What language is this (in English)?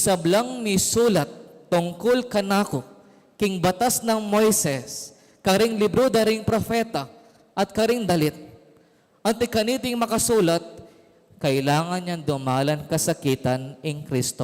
Pampanga